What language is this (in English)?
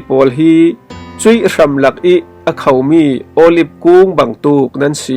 Falam Chin